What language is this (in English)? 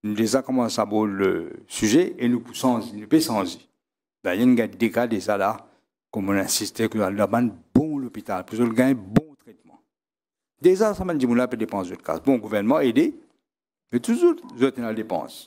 Morisyen